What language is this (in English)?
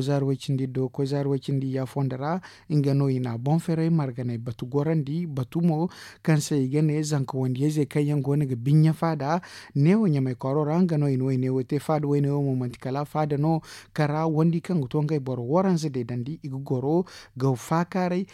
Zarma